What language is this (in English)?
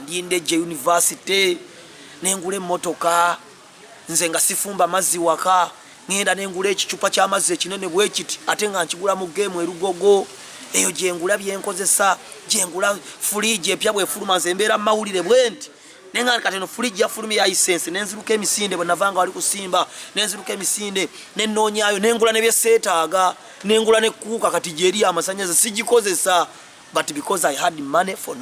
Ganda